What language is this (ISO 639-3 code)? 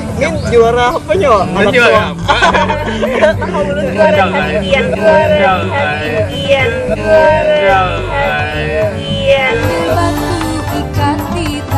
bjn